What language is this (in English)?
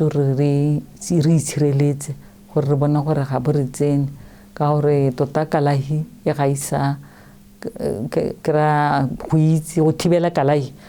Tswana